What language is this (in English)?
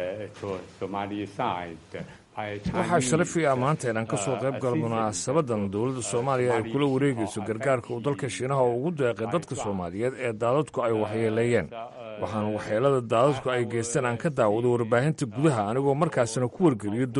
Somali